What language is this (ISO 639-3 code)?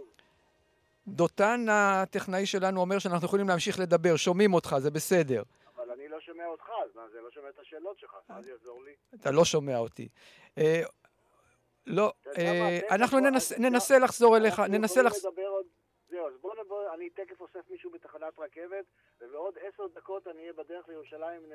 heb